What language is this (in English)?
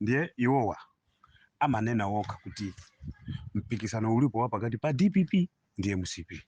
Nyanja